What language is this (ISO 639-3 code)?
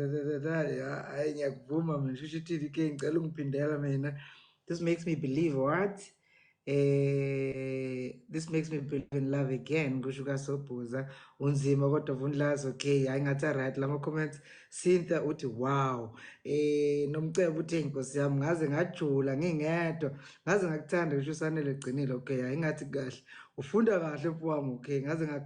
zul